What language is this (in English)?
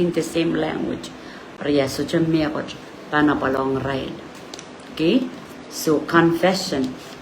Pohnpeian